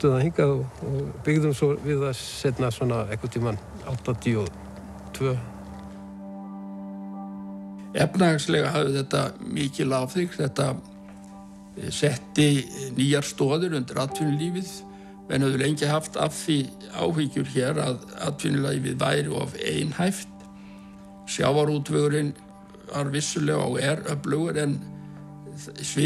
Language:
Icelandic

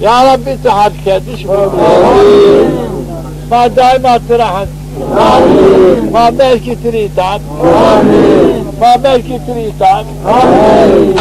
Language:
Zaza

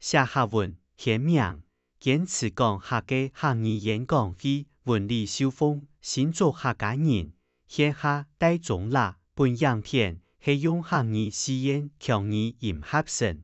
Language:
Hakka Chinese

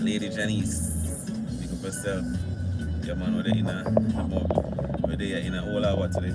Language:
Jamaican Creole English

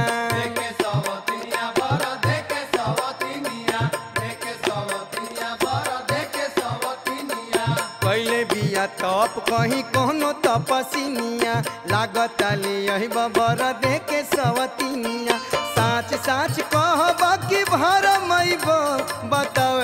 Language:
Bhojpuri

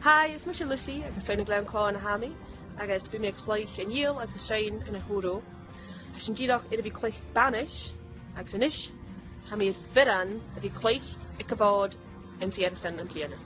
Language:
Scottish Gaelic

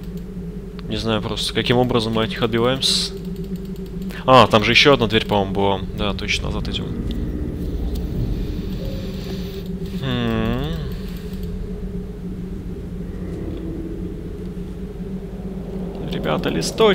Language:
Russian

